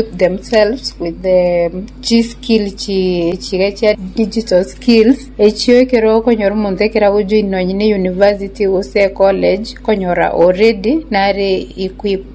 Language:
Gusii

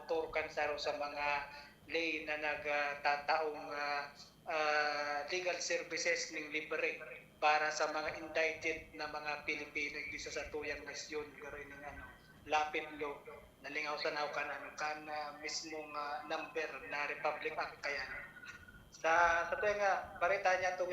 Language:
Bikol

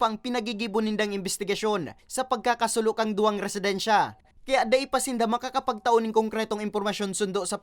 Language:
Bikol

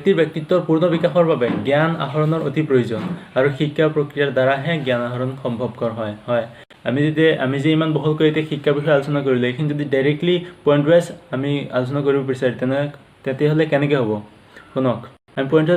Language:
Assamese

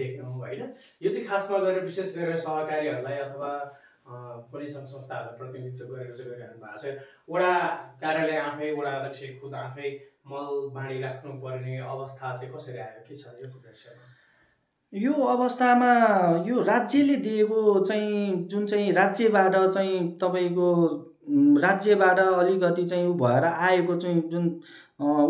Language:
Nepali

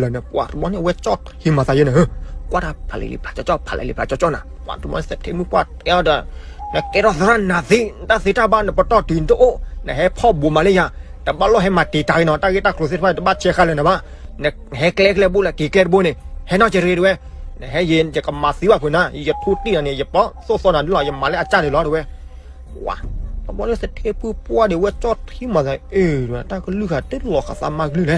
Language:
S'gaw Karen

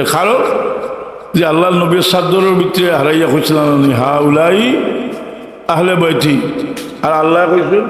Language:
Sylheti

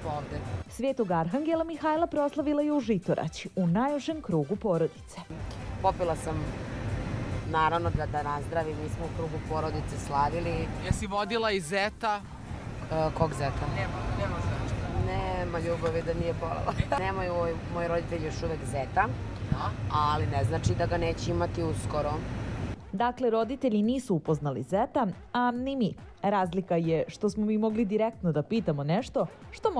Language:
Serbian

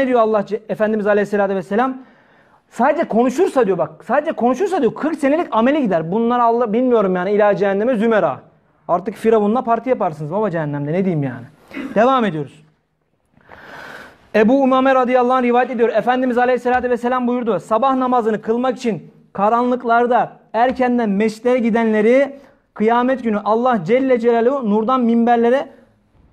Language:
Turkish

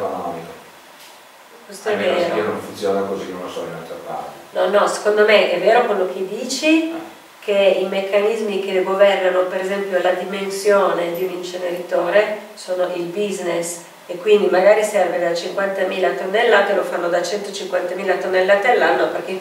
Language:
Italian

